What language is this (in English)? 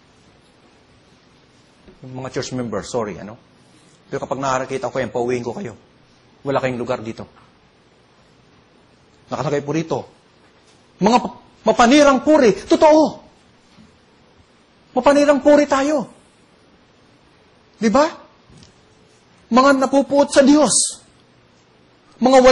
Filipino